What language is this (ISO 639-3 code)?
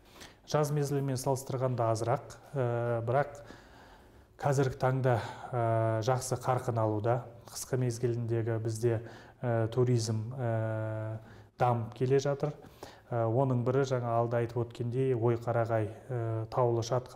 kaz